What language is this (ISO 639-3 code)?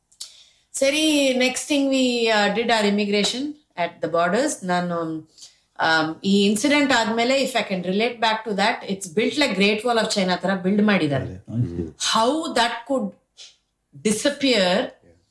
kan